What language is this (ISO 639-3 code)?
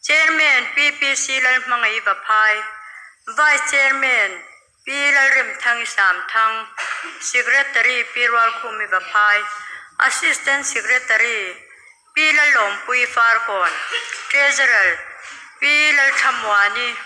lus